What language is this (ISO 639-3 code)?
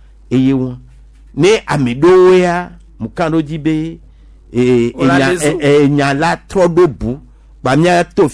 gej